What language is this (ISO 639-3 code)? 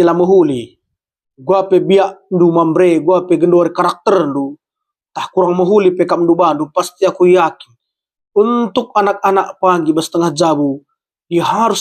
btx